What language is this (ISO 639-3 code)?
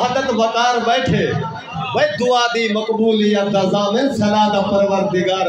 skr